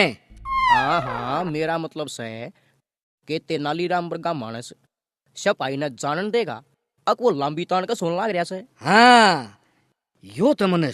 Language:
Haryanvi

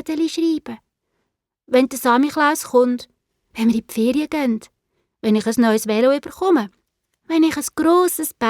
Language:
Swiss German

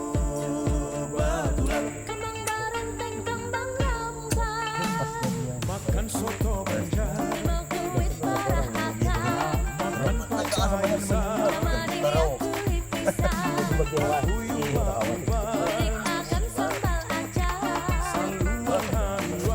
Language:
Banjar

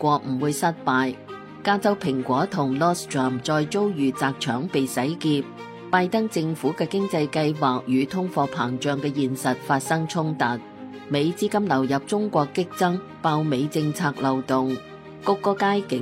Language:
Cantonese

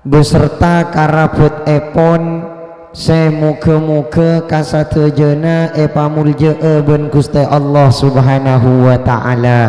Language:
Madurese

